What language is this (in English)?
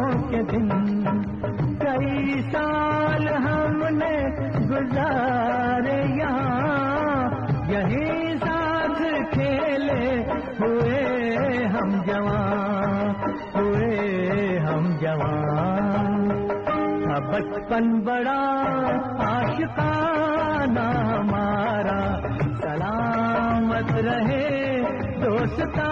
Hindi